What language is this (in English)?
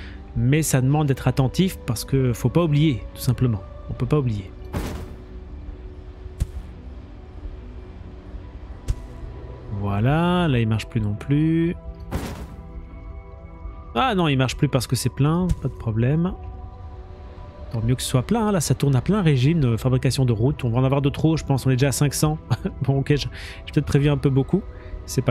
French